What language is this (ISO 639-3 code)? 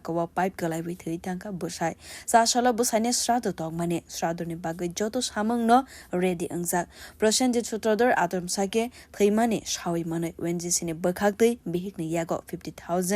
trp